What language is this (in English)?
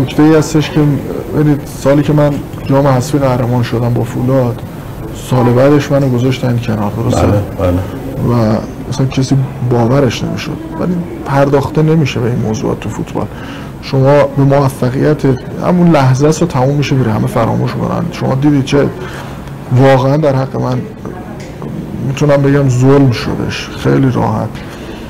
Persian